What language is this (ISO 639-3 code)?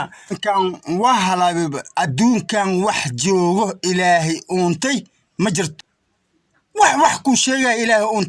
som